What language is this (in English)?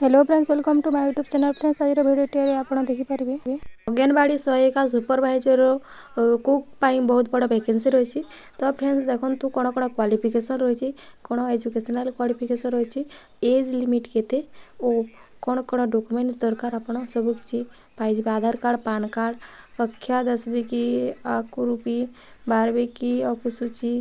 Odia